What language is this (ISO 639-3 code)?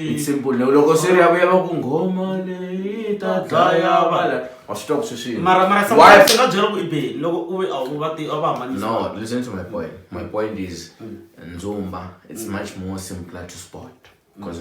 tso